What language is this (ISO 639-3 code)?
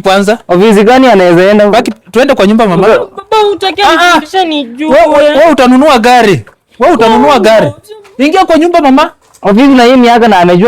swa